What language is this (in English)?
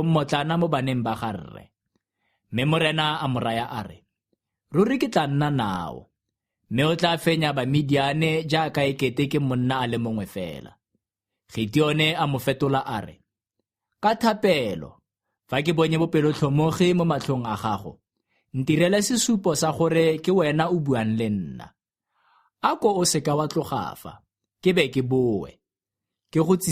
Tswana